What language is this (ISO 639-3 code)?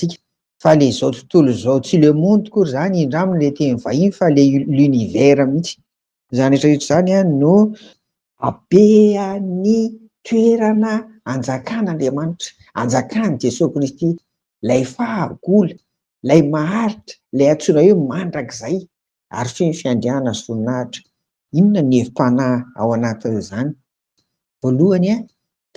mlg